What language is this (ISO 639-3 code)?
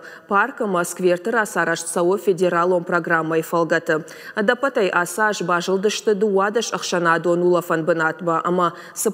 oss